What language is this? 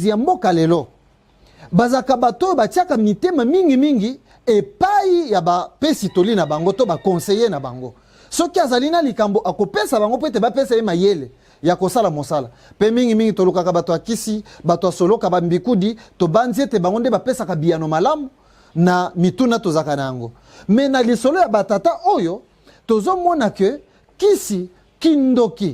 Lingala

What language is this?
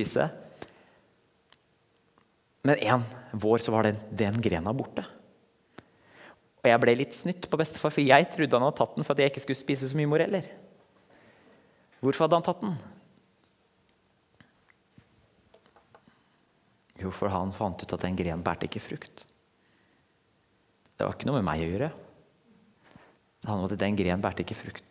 Norwegian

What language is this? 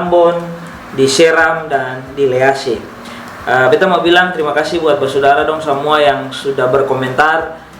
Ambonese Malay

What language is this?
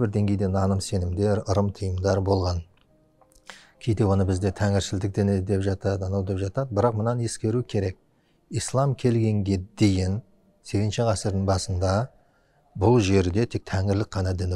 Kazakh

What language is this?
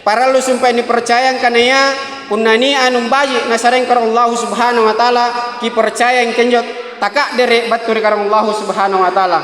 Makasar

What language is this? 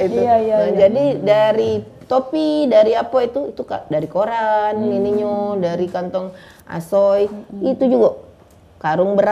Musi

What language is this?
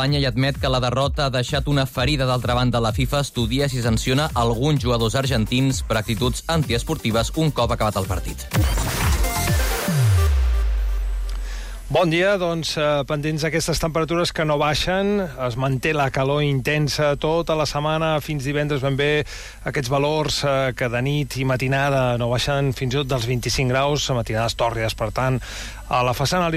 Catalan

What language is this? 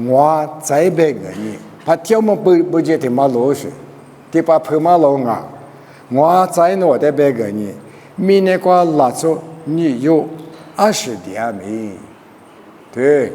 Lisu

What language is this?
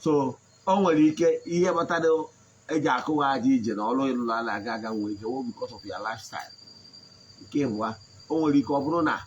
Igbo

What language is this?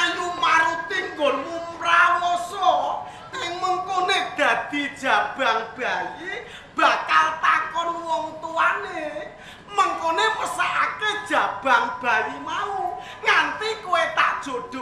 Javanese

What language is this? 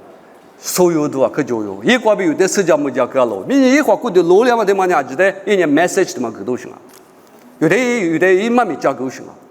Lisu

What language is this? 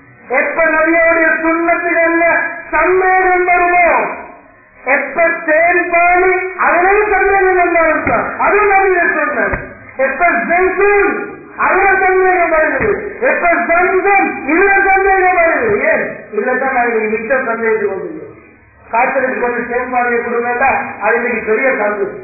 Tamil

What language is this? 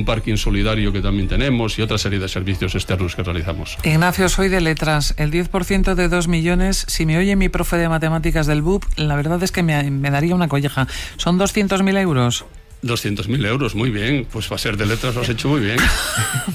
Spanish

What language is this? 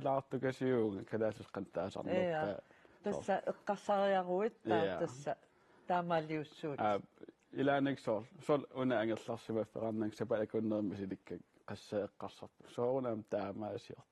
Kalaallisut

